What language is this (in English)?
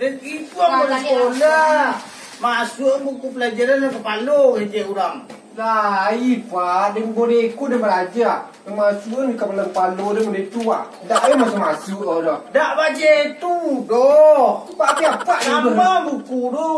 Minangkabau